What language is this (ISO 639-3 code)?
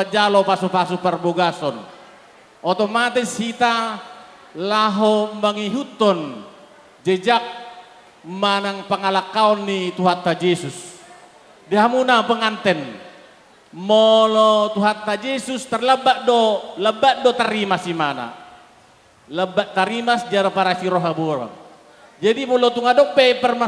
bbc